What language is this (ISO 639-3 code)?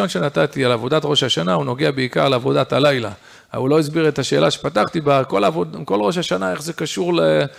heb